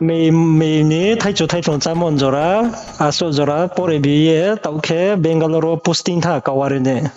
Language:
Riang (India)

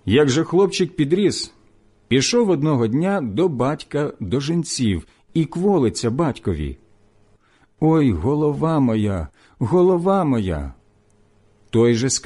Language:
Ukrainian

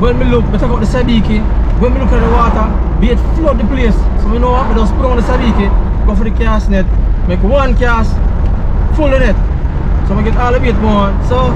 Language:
Jamaican Creole English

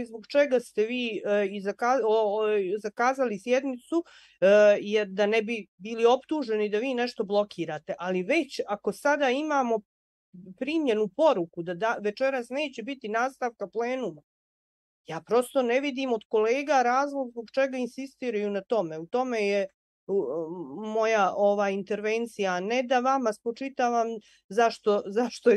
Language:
Bosnian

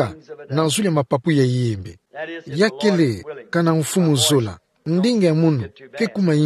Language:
Kituba (Democratic Republic of Congo)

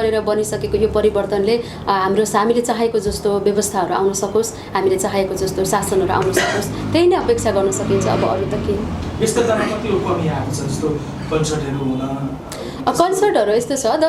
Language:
Nepali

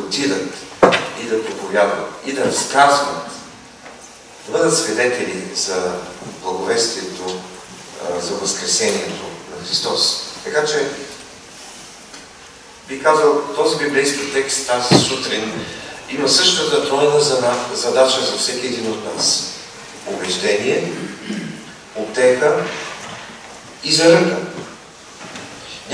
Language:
Bulgarian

